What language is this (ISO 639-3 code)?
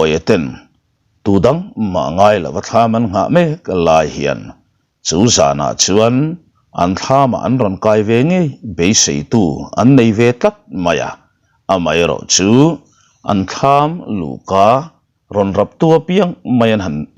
lus